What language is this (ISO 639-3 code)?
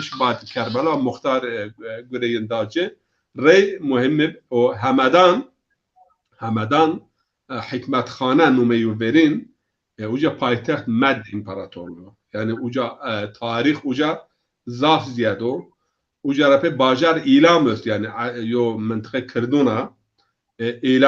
zza